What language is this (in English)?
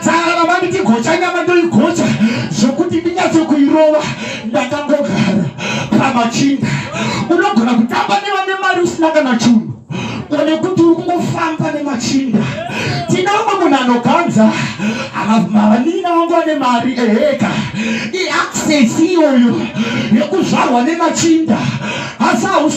Shona